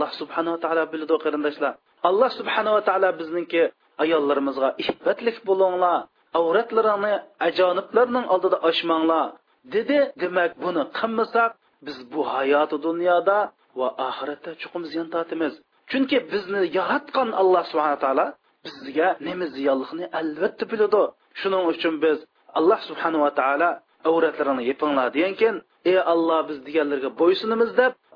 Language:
Uyghur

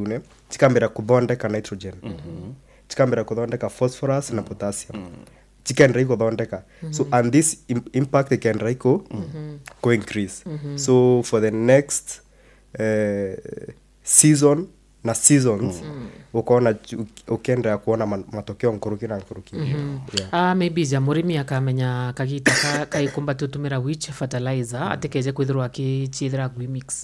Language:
Meru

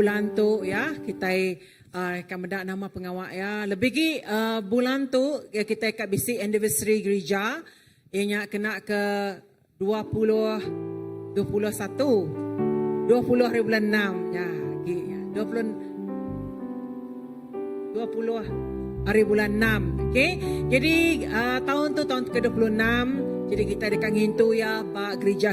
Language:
Iban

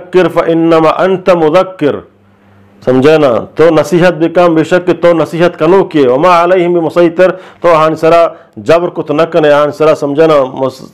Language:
Eastern Balochi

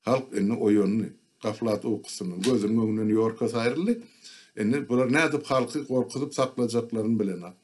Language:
Turkmen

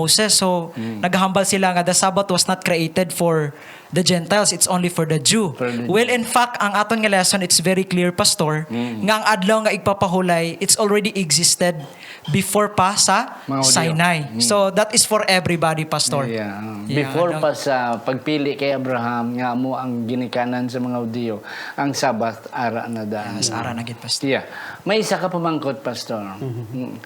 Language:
Hiligaynon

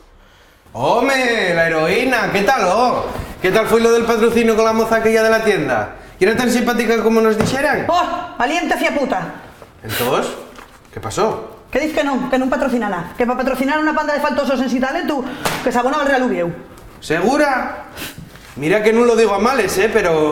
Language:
Asturian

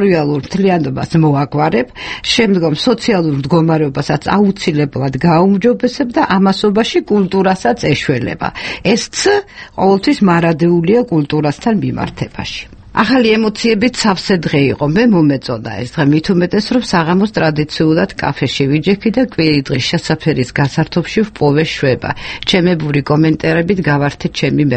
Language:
Georgian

